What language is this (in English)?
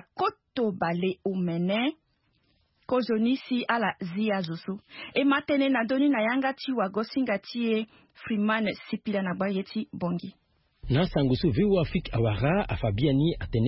Sango